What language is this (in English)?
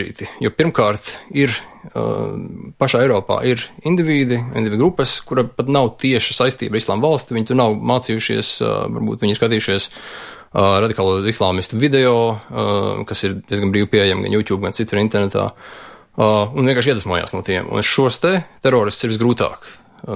Latvian